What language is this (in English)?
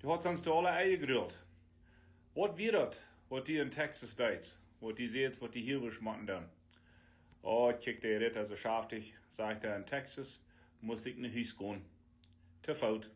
Plautdietsch